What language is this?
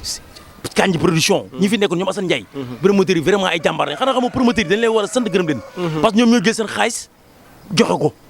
Wolof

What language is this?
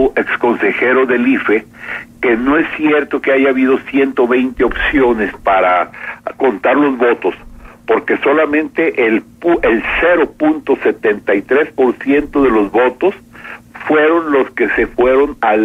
Spanish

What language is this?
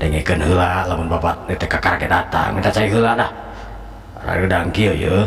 Sundanese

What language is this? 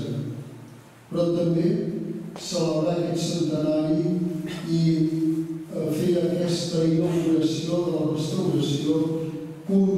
Catalan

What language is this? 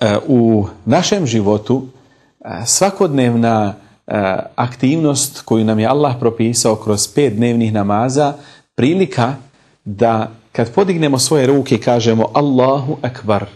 Bosnian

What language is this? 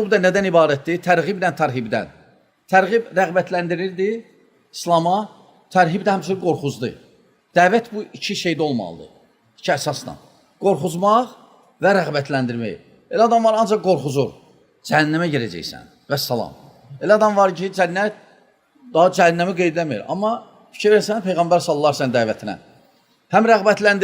Azerbaijani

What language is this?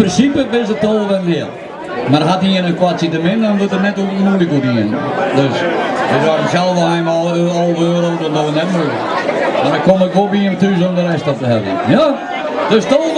Western Frisian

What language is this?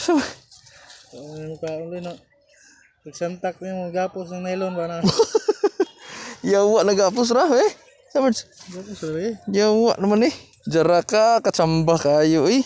Cebuano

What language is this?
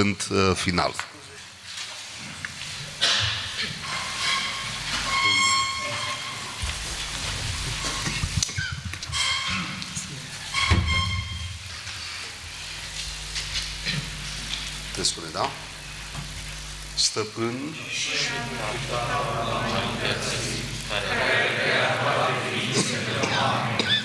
Romanian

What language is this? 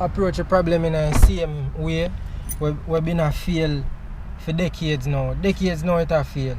Jamaican Creole English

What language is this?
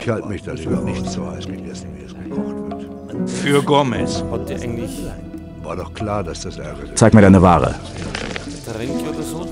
Bavarian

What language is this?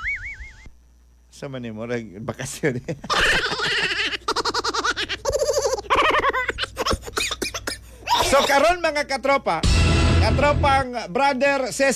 Cebuano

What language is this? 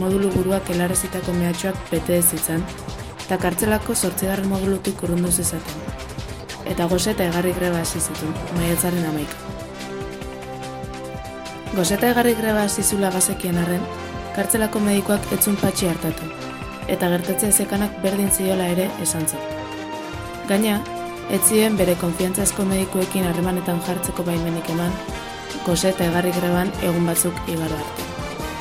Basque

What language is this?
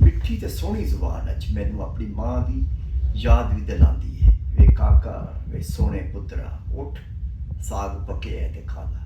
Western Panjabi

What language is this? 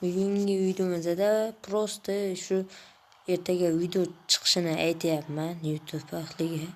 Uzbek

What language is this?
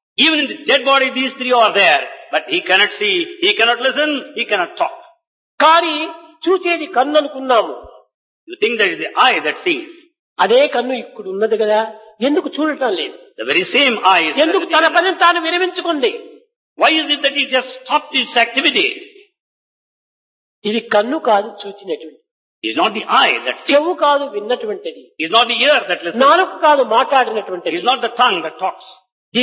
Telugu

